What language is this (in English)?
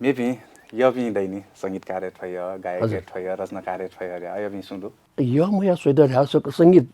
Newari